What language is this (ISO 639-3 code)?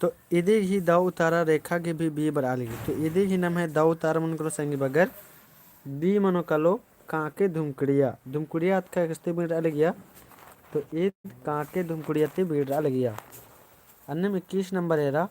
kru